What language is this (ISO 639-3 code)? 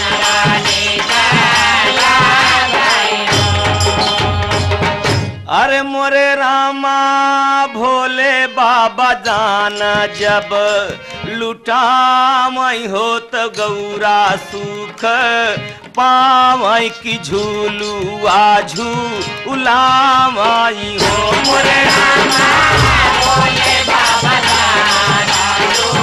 bho